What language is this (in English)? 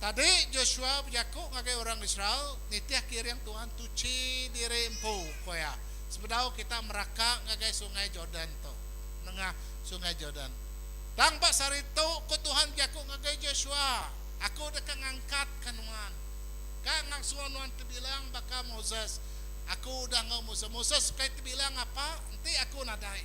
Iban